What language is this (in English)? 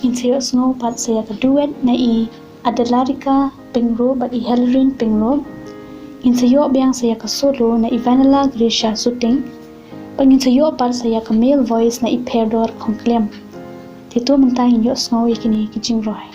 Khasi